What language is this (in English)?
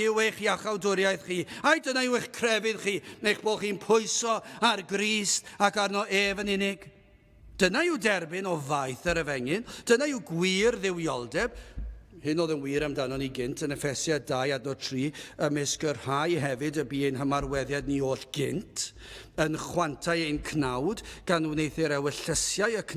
Welsh